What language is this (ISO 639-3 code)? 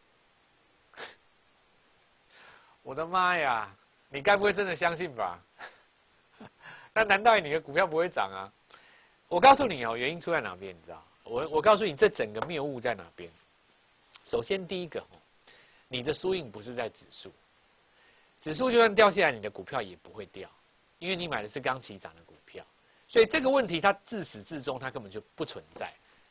zho